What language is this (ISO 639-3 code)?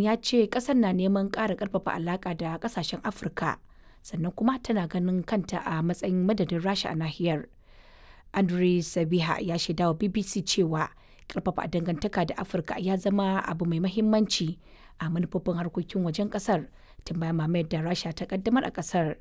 hau